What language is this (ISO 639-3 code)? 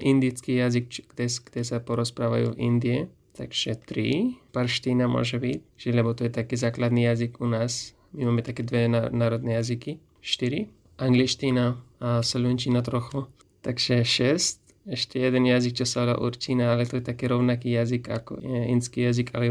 slk